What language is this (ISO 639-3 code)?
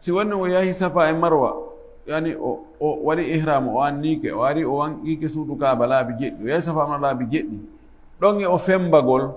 ful